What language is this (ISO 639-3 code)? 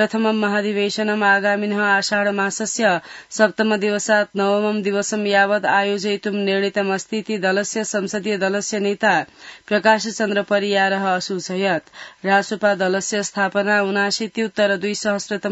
san